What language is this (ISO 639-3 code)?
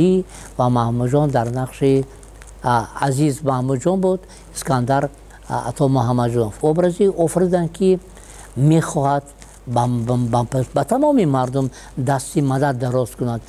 tgk